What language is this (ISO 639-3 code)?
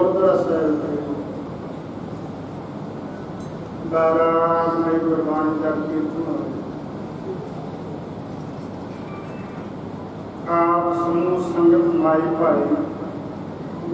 pan